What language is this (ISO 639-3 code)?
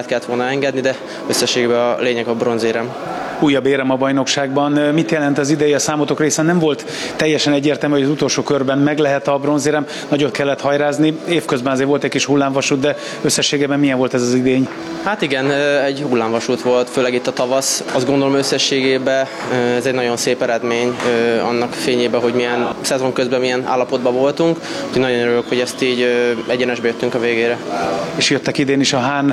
hun